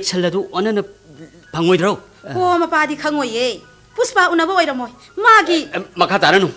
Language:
Manipuri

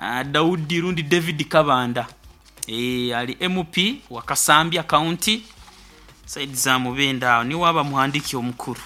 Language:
Nyoro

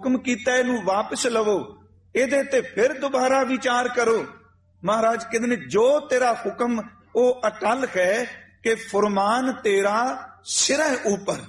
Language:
Punjabi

